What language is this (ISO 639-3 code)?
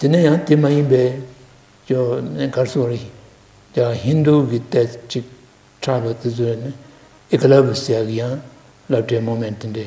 bod